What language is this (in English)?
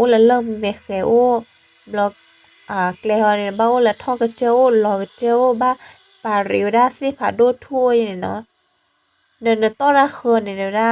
S'gaw Karen